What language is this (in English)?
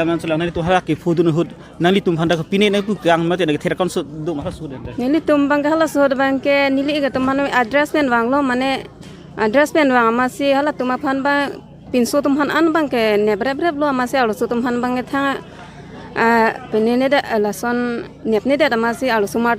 Karbi